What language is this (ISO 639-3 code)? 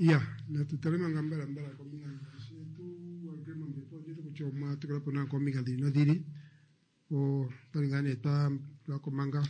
kua